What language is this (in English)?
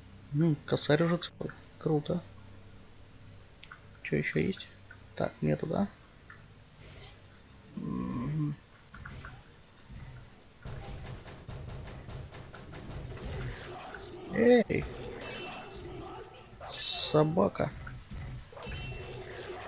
Russian